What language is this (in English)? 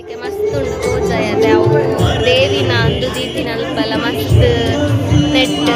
Tulu